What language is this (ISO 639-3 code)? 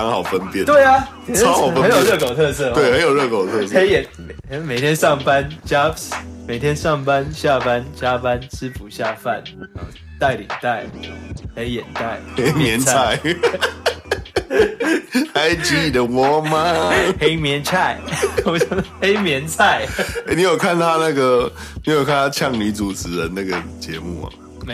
zho